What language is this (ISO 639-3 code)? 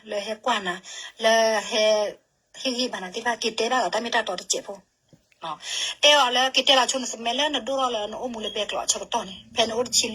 ksw